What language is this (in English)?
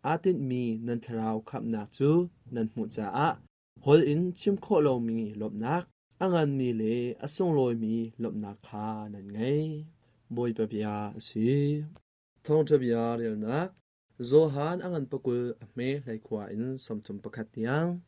Hakha Chin